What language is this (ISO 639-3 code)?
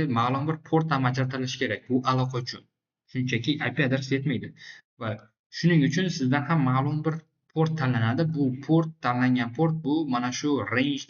uzb